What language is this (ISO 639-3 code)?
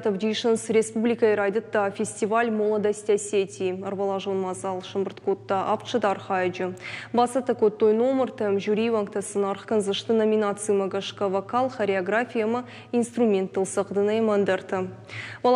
oss